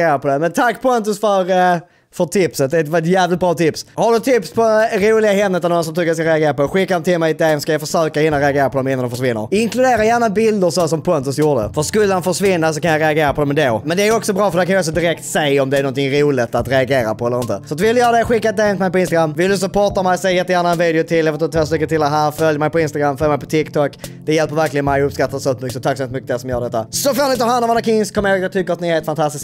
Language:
Swedish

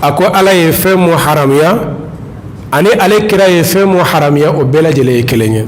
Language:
Bambara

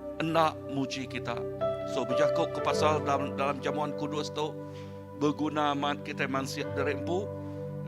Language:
Iban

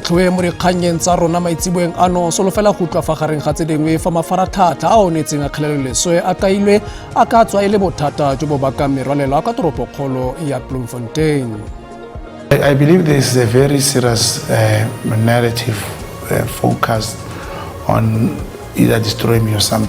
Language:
Tswana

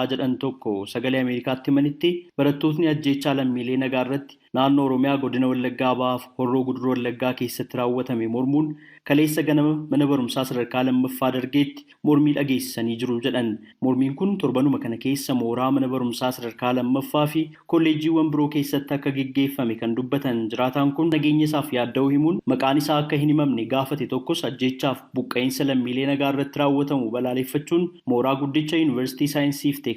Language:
Oromo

